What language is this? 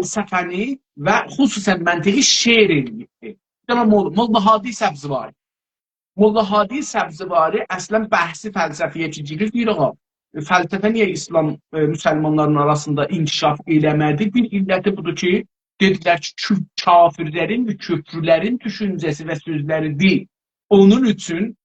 South Azerbaijani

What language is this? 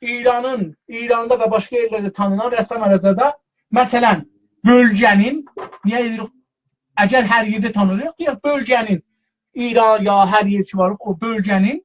South Azerbaijani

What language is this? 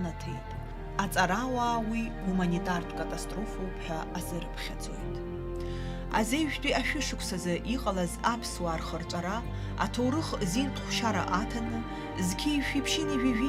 Abkhazian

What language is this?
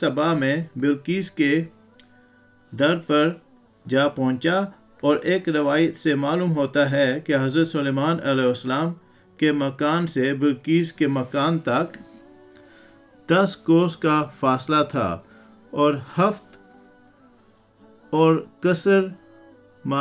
Urdu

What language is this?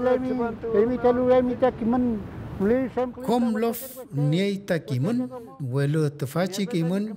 Mapuche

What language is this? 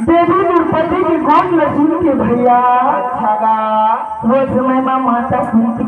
Chhattisgarhi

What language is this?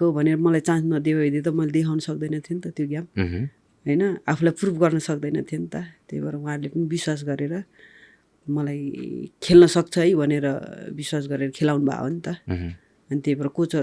Nepali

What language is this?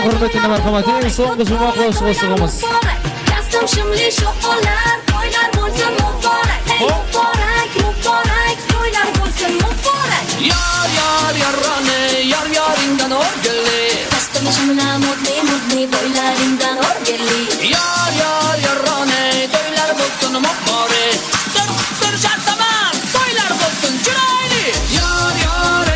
Kara-Kalpak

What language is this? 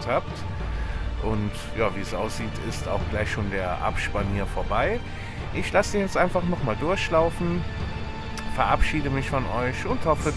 German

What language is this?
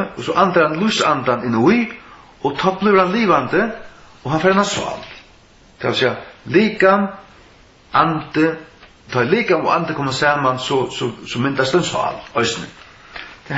Faroese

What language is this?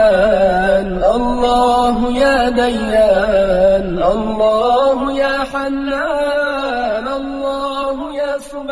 Persian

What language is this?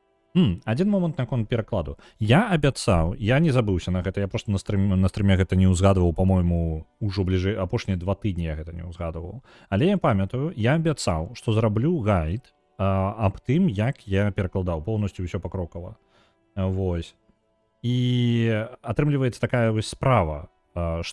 Belarusian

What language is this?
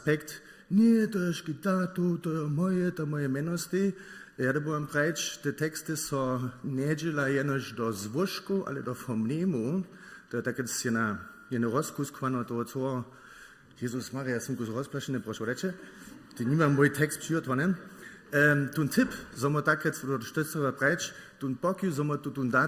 Upper Sorbian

